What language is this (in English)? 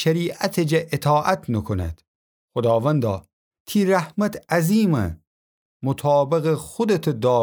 Gilaki